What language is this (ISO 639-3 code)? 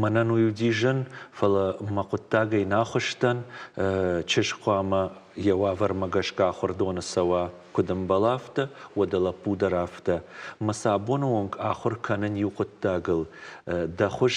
oss